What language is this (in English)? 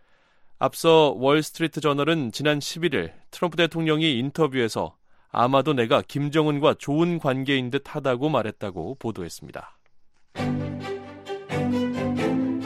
Korean